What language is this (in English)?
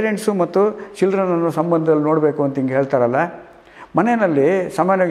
Kannada